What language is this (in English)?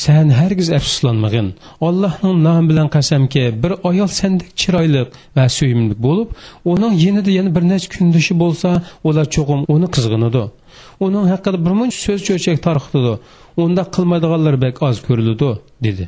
Uyghur